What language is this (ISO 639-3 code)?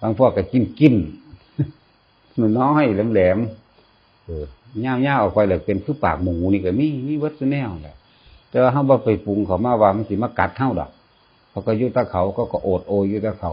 tts